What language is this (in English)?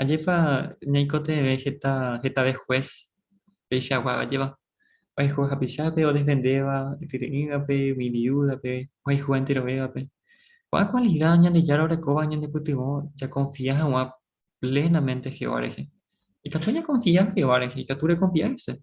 Guarani